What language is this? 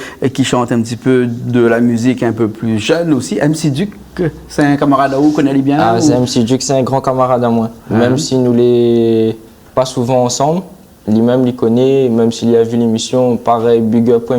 Réunion Creole French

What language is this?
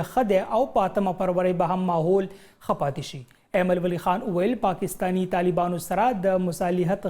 Pashto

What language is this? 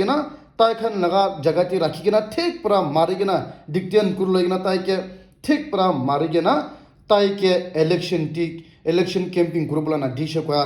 Naga Pidgin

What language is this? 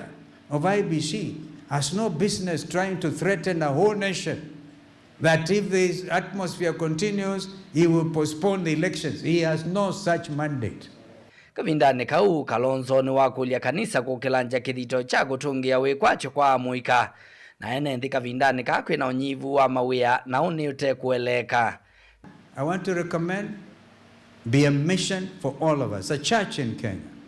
Kamba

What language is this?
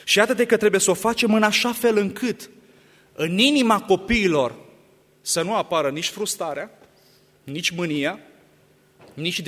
Romanian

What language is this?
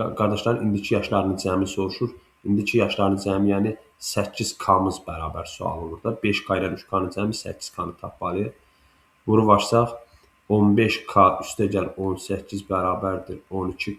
Azerbaijani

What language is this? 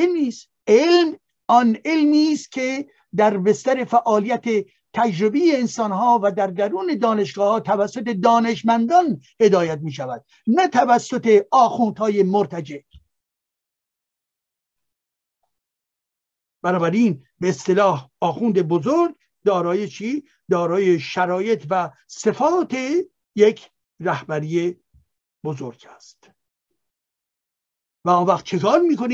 Persian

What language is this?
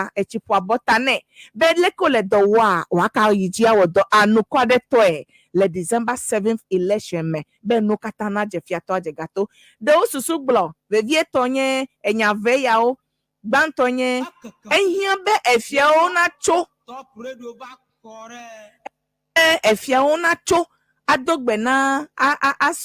Ewe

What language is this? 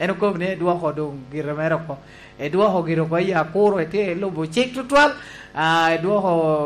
Lango (Uganda)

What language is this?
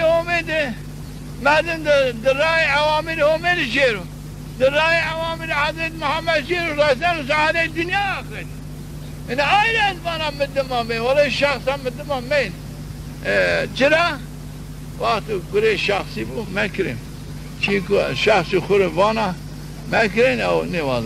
Zaza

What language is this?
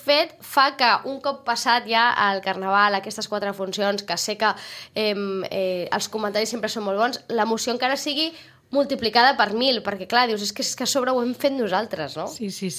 Catalan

